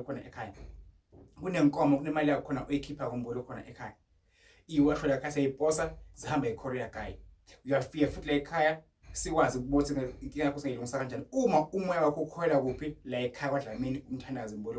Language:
Zulu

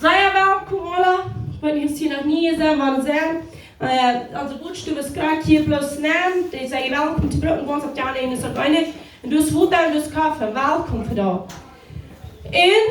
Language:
Plautdietsch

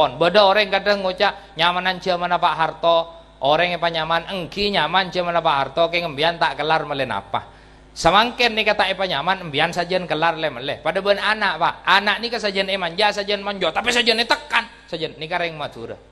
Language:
Madurese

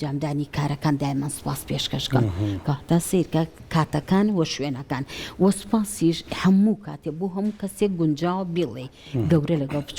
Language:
Central Kurdish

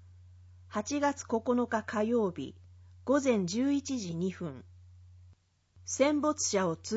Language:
Japanese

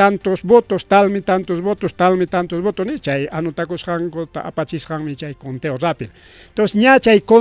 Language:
Ayacucho Quechua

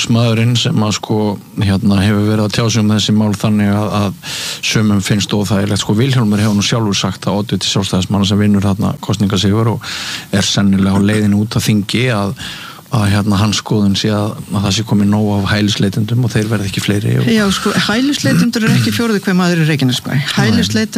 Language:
Icelandic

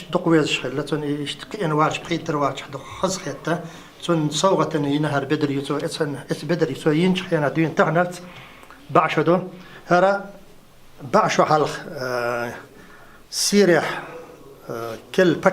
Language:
Chechen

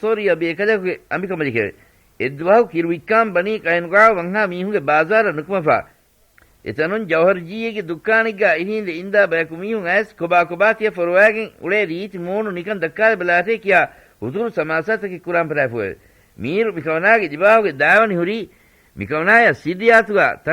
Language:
Divehi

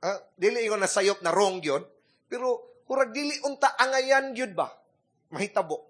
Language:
Cebuano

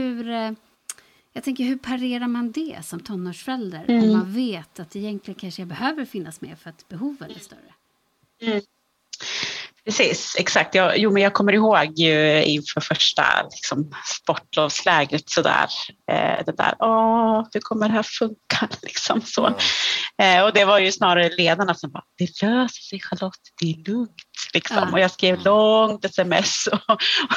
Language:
Swedish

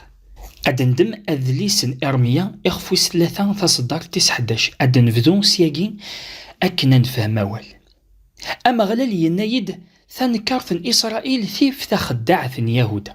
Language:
Kabyle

